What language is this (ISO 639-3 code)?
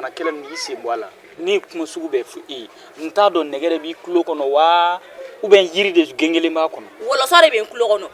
bam